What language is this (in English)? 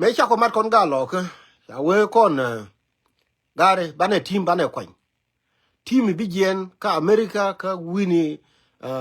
Nuer